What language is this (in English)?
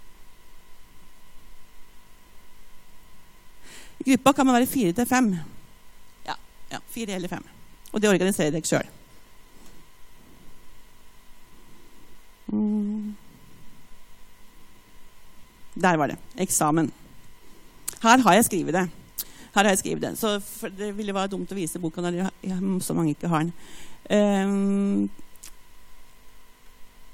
Norwegian